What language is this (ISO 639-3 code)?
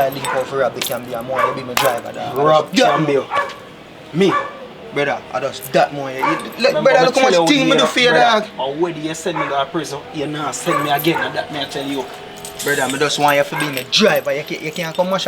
jam